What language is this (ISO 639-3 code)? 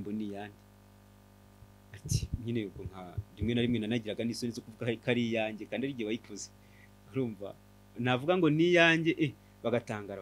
kin